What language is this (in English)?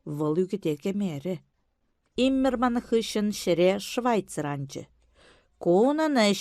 Chuvash